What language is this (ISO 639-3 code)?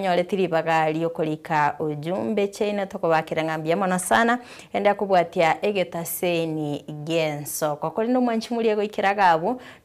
guz